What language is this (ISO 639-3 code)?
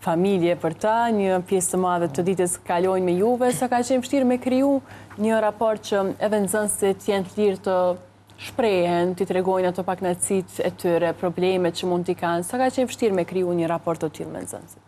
sqi